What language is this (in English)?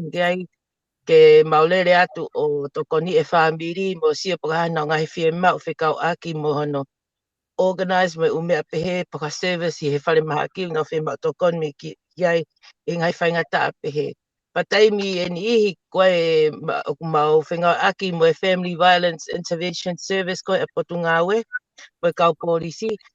Tongan